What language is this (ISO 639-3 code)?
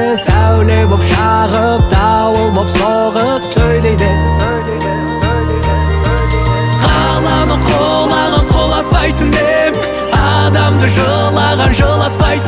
kaz